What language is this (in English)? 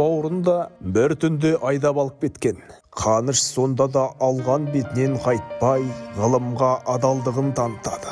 Kazakh